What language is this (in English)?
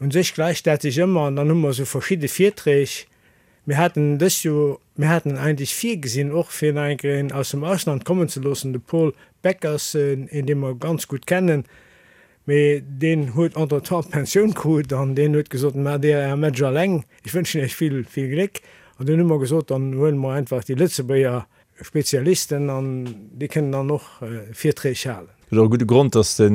Luxembourgish